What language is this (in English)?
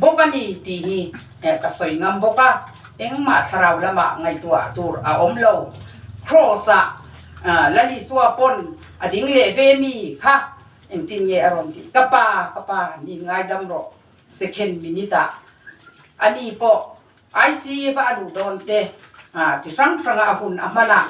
Mizo